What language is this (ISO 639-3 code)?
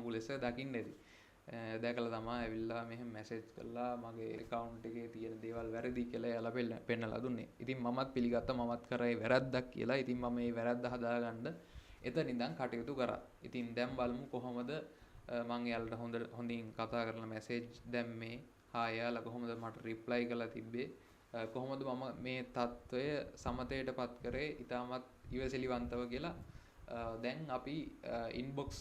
sin